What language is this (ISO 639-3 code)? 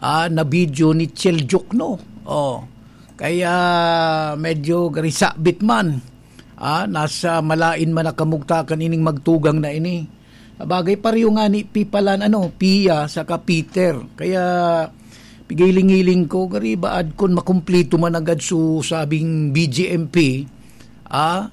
bik